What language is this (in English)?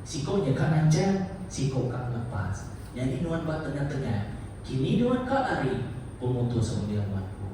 Iban